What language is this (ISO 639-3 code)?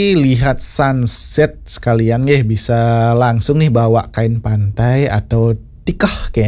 ban